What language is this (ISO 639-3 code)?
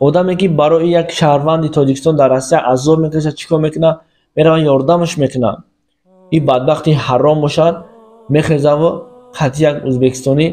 tgk